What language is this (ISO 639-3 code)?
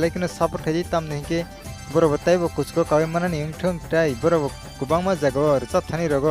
trp